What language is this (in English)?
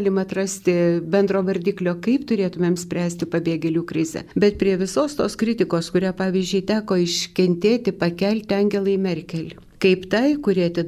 Lithuanian